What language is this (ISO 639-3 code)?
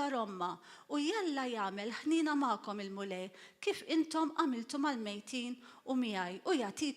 mlt